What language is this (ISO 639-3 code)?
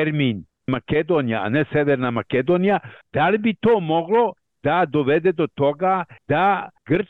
srp